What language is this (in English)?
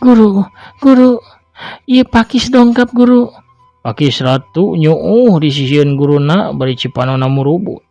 Sundanese